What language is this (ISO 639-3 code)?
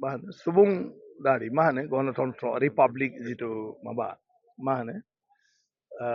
brx